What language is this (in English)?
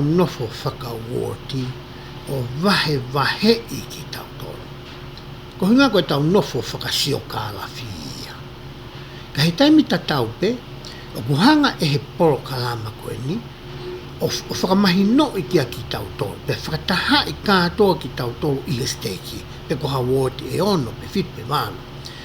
Tongan